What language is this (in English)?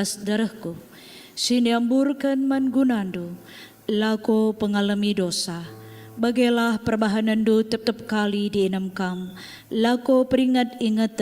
Batak Karo